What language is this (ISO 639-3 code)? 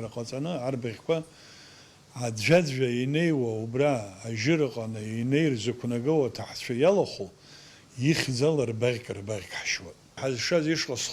abk